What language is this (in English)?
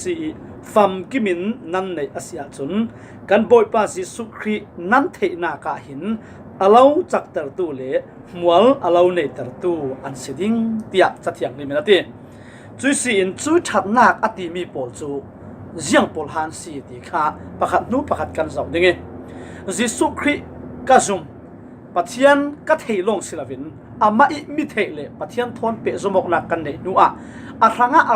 Falam Chin